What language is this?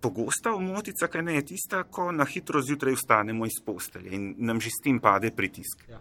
Slovenian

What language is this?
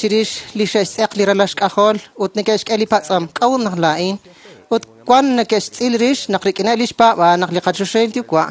Kekchí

